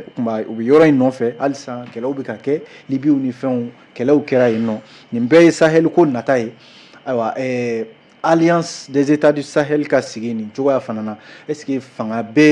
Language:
Bambara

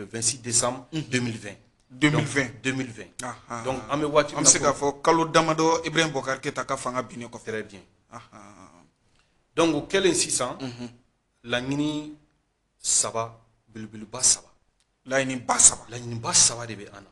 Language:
Bambara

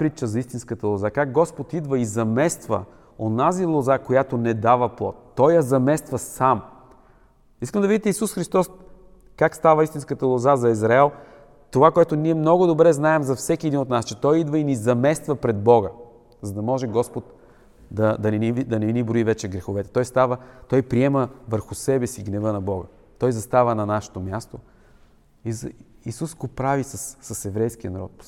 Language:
Bulgarian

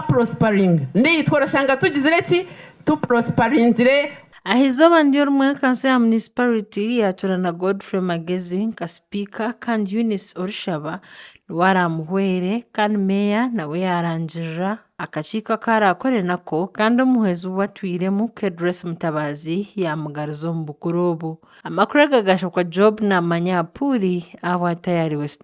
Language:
Nyankole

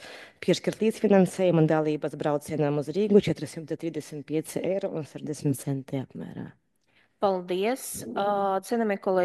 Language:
Latvian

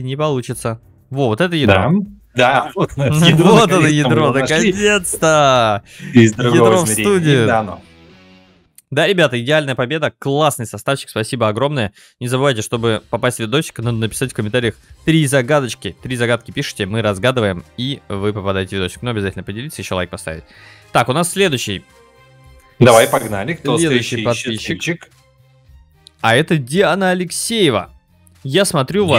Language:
Russian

